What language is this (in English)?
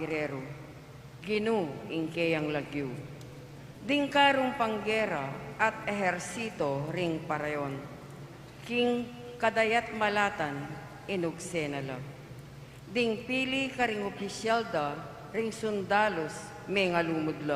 Pampanga